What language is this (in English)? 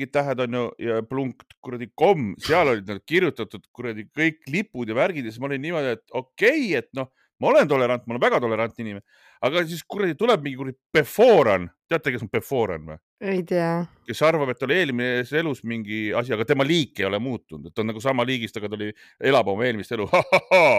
Estonian